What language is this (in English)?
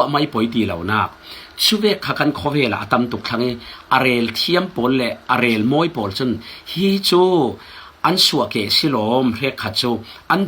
Falam Chin